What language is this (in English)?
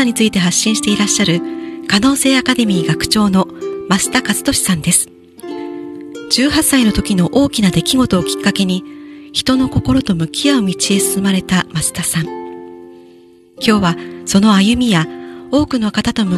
Japanese